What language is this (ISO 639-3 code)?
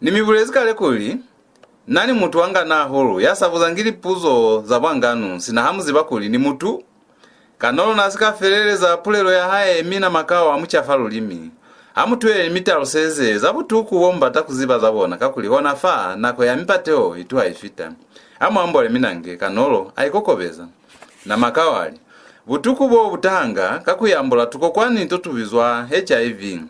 loz